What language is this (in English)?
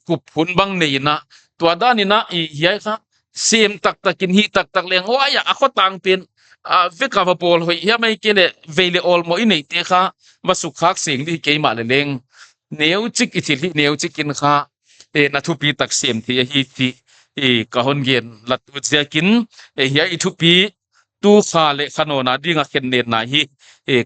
Paite Chin